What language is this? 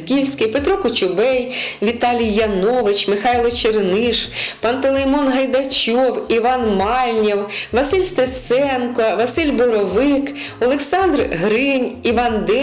Ukrainian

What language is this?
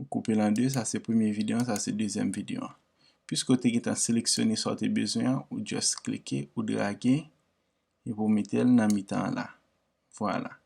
Haitian Creole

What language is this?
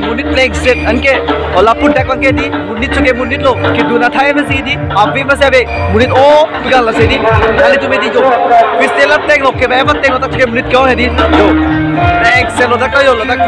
Karbi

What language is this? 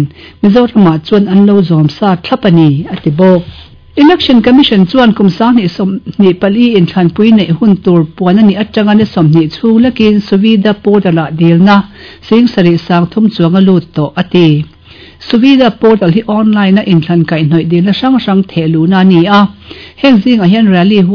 Mizo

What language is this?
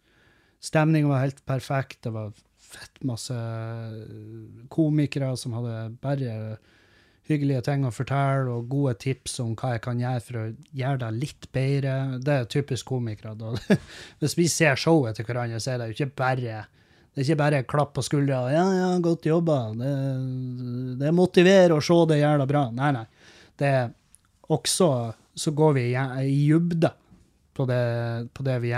Norwegian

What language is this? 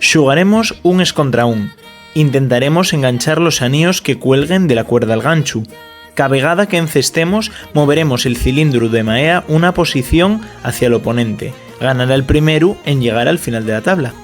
Asturian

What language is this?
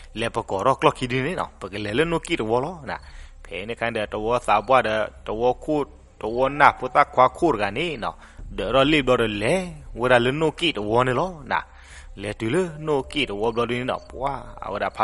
S'gaw Karen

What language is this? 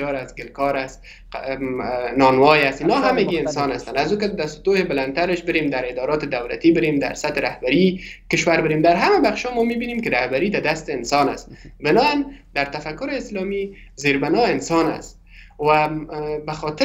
Persian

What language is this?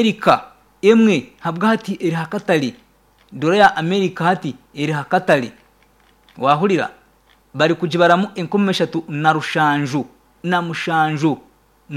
Nyankole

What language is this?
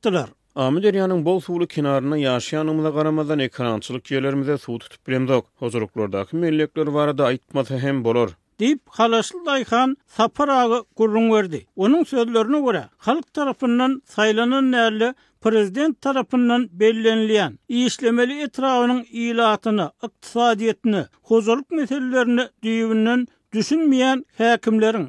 Turkmen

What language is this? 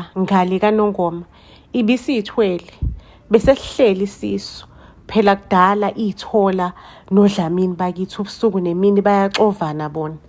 Zulu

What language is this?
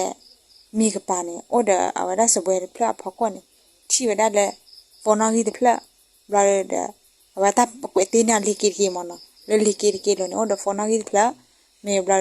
S'gaw Karen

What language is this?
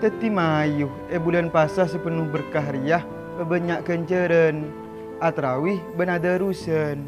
Madurese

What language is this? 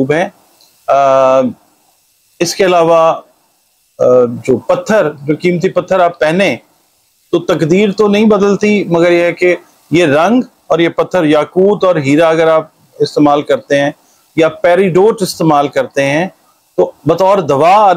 Urdu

